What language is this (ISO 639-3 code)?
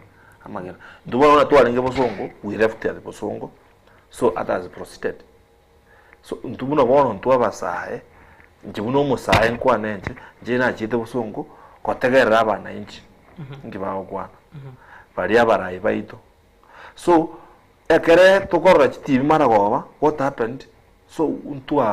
guz